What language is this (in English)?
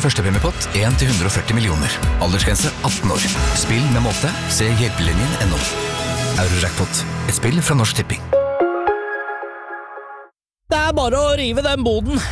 Norwegian